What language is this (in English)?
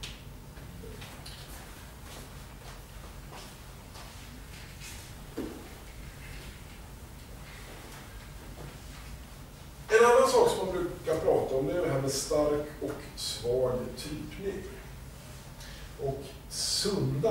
Swedish